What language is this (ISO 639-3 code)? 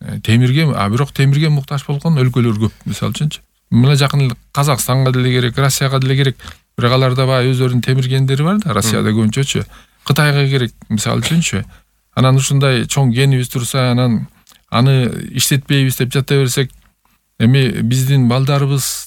kir